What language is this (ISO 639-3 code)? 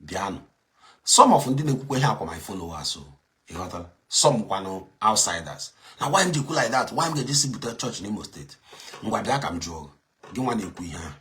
ibo